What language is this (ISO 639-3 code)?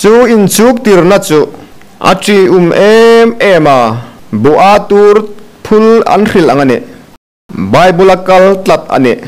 hmr